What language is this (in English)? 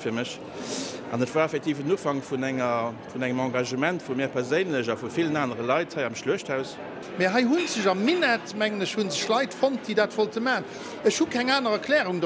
Luxembourgish